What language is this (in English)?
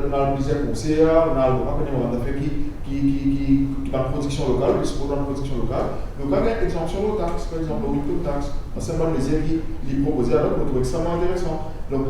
Morisyen